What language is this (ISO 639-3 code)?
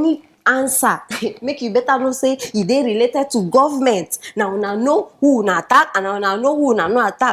pcm